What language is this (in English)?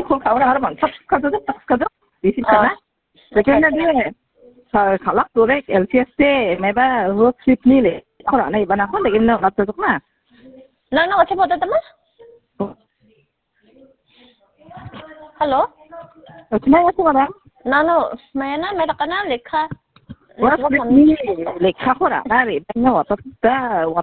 Khasi